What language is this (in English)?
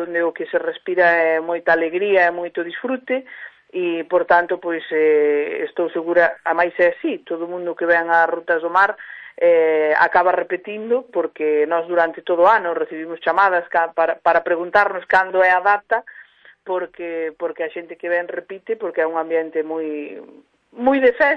Galician